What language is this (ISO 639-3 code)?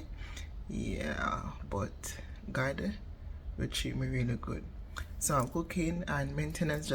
jam